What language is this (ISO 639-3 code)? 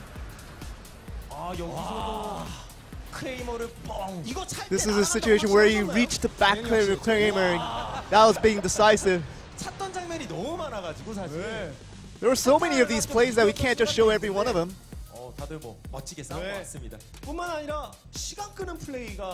eng